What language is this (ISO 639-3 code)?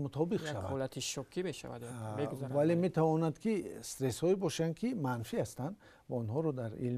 tgk